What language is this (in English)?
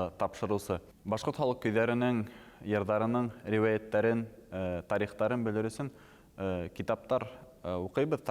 Bashkir